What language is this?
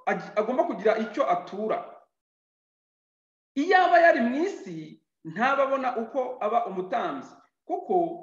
Kinyarwanda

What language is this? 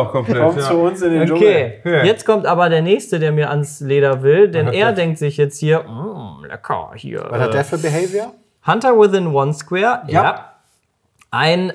German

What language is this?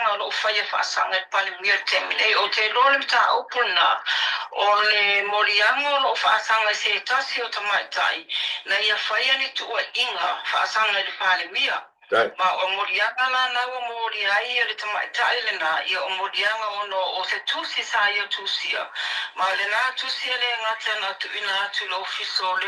Samoan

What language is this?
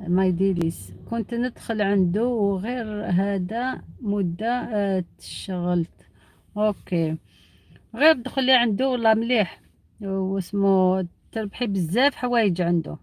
Algerian Arabic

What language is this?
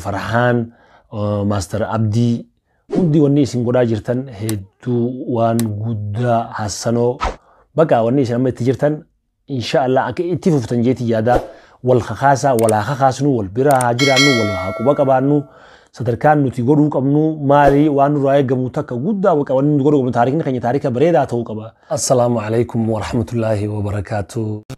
Oromo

